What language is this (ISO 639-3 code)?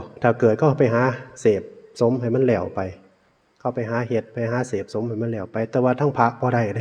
tts